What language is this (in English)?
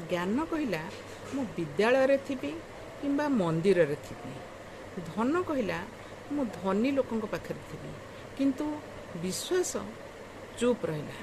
Odia